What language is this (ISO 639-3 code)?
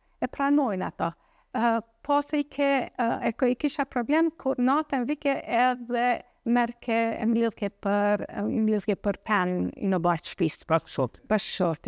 sqi